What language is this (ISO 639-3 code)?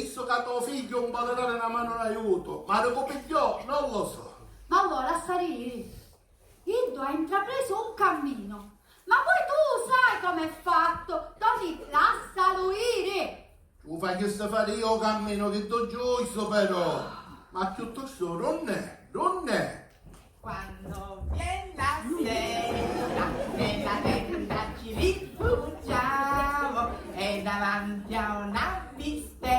scn